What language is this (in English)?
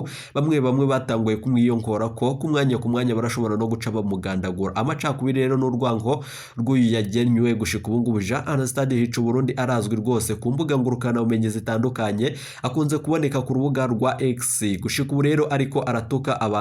Rundi